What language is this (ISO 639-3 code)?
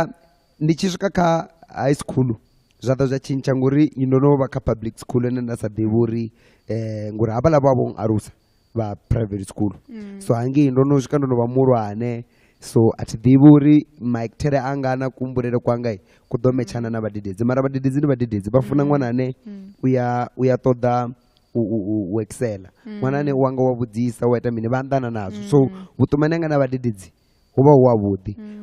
ven